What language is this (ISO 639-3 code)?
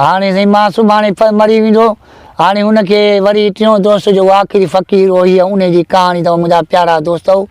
snd